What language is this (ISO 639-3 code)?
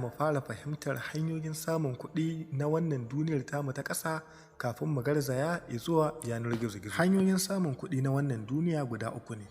hau